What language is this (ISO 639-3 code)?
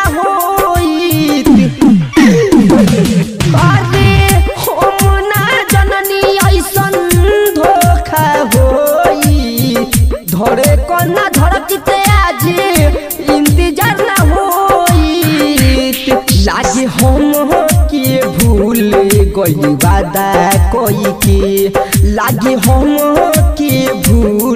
bho